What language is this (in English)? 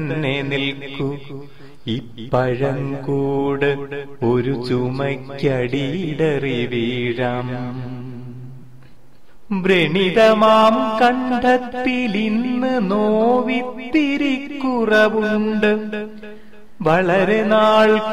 Malayalam